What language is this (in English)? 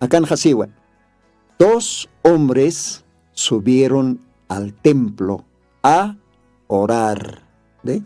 Aymara